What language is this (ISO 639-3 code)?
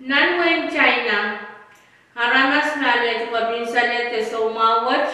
pon